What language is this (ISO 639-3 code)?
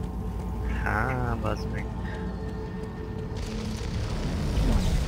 hun